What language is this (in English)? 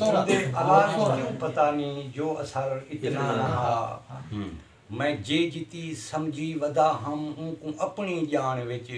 Saraiki